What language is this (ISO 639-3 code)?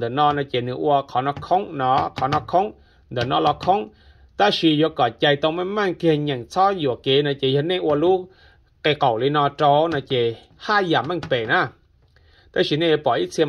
hmn